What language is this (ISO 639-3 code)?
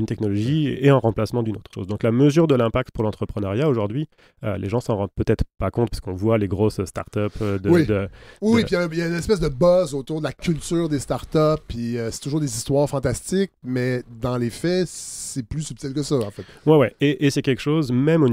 fra